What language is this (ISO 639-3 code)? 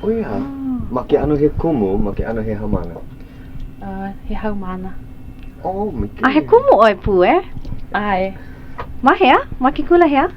haw